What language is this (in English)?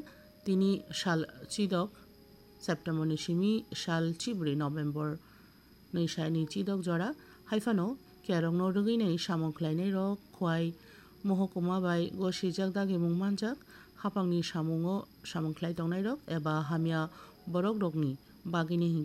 Kok Borok